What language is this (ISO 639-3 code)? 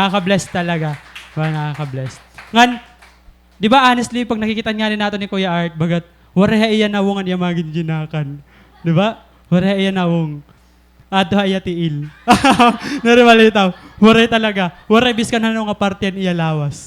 war